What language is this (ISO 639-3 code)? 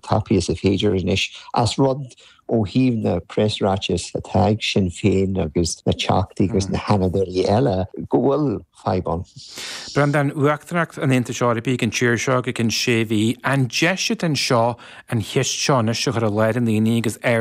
gle